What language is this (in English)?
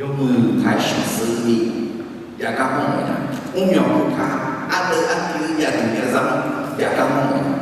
Akha